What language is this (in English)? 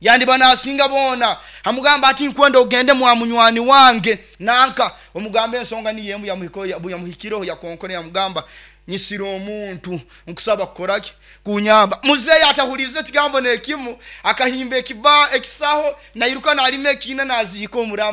Nyoro